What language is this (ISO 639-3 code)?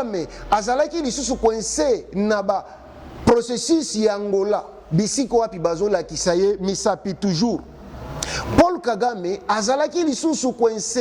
lin